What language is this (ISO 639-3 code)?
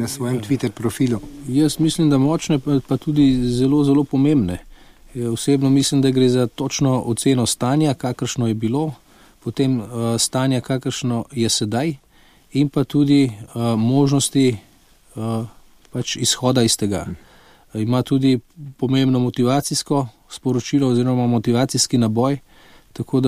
slv